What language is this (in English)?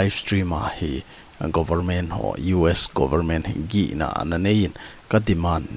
Thado Chin